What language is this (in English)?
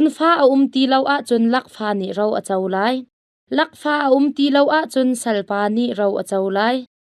Hakha Chin